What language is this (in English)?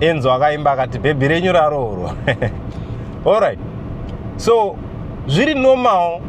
Shona